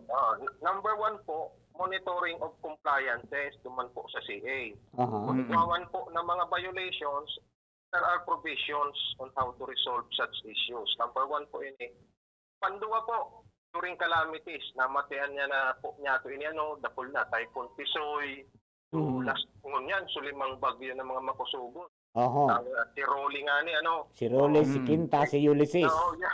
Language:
Bikol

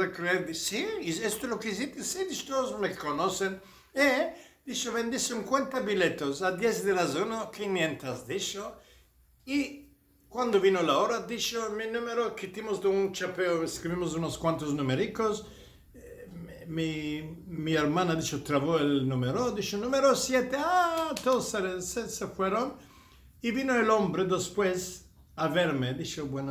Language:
Ladino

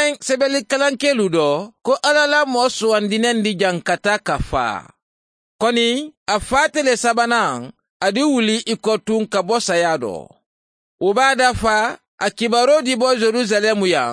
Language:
Mandingo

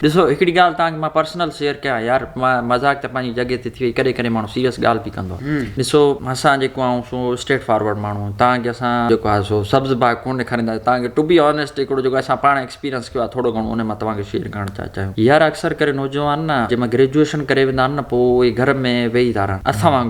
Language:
Sindhi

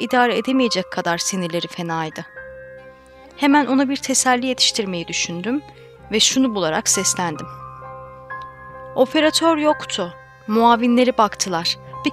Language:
Turkish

